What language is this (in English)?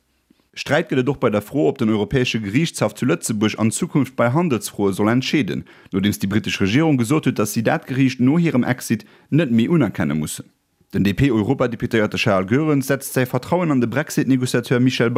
Luxembourgish